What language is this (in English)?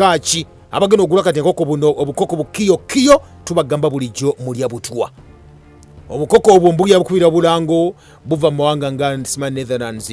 Ganda